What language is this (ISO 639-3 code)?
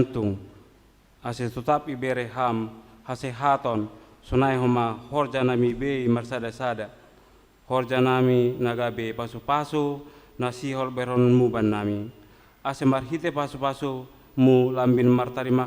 bts